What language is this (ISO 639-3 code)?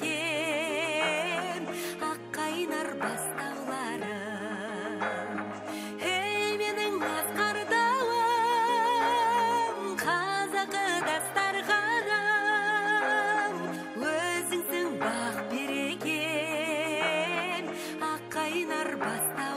kaz